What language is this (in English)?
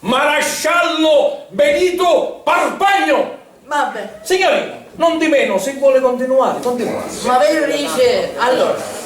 Sicilian